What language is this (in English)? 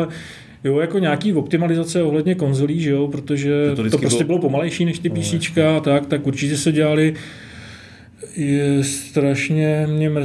Czech